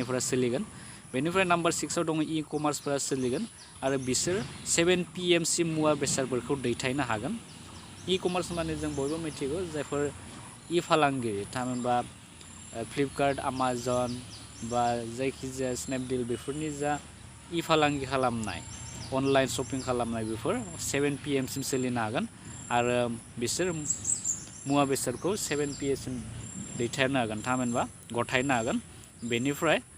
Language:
Bodo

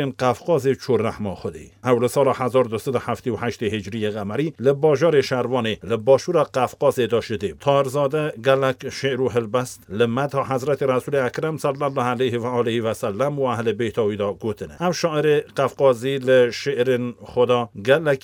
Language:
Kurdish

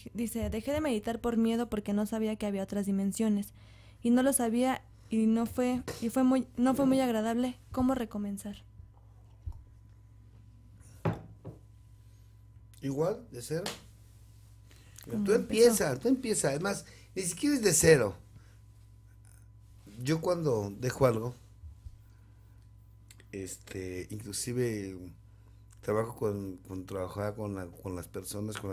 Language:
Spanish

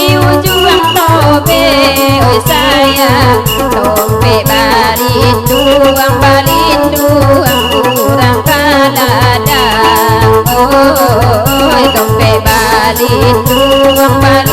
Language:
Minangkabau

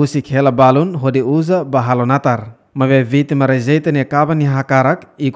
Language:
Tetum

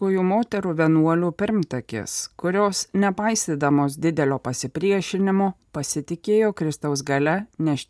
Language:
Lithuanian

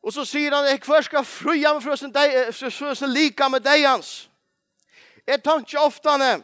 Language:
Faroese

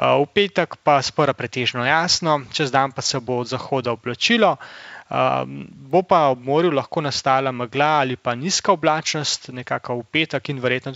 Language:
Slovenian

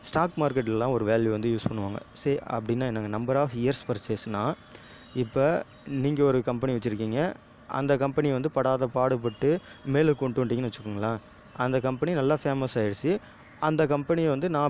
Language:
Tamil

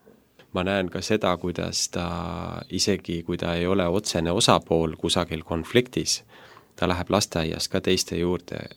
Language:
Estonian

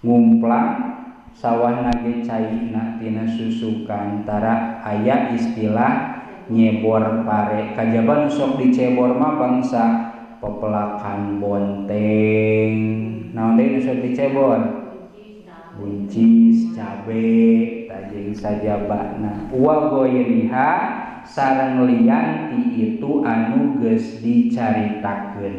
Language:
Sundanese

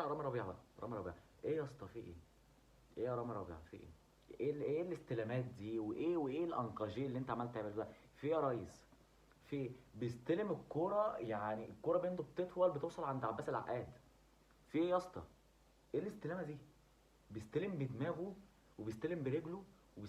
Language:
Egyptian Arabic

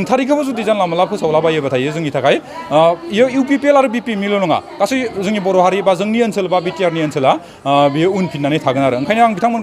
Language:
Bodo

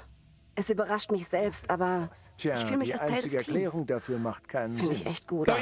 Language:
Bavarian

